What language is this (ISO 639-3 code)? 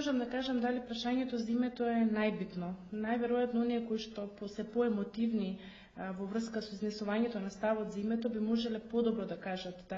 mkd